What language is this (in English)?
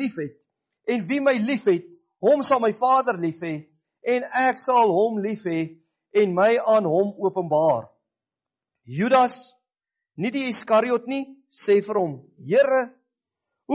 Afrikaans